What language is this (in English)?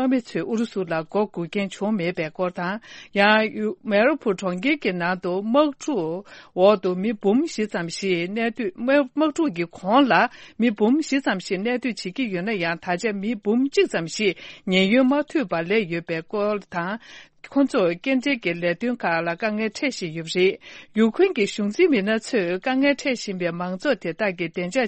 Tibetan